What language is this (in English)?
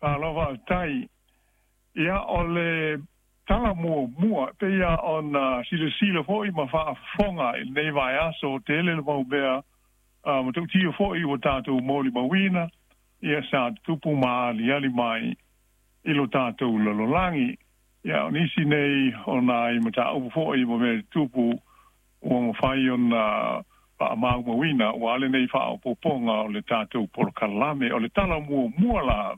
Samoan